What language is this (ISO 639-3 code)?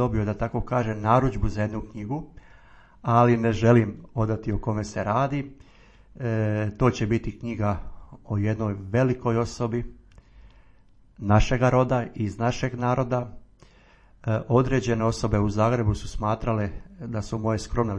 hrv